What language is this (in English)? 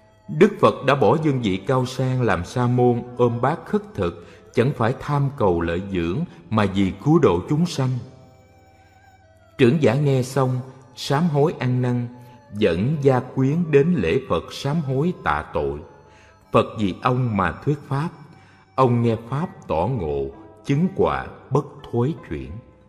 Vietnamese